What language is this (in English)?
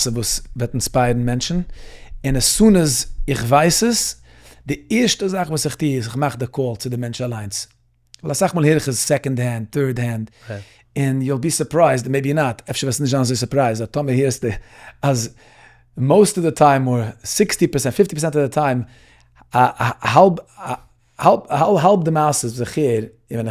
Yiddish